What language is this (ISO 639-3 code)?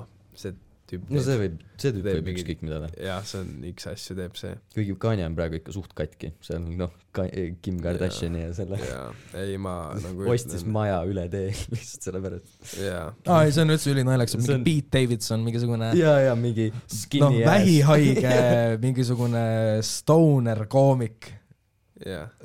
est